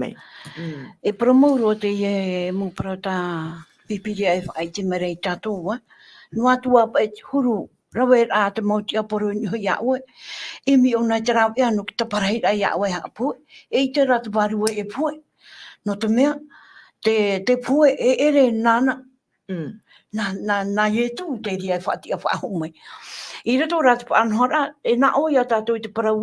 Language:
Tahitian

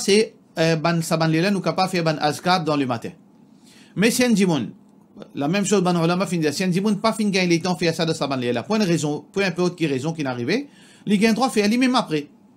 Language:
Morisyen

